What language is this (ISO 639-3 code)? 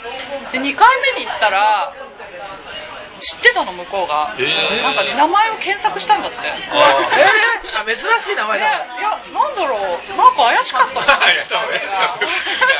jpn